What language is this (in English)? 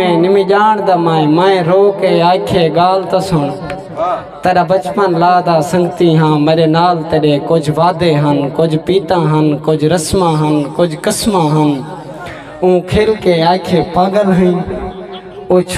Saraiki